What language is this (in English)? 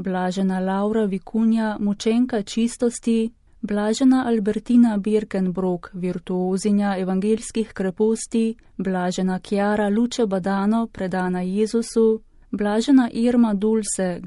Slovenian